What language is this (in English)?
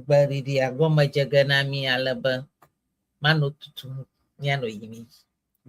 Ewe